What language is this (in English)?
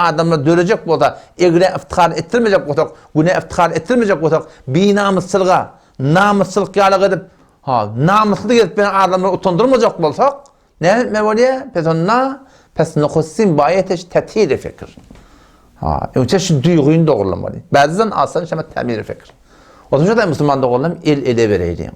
Turkmen